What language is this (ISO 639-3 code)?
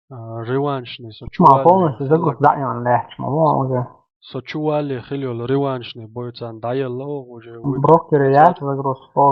che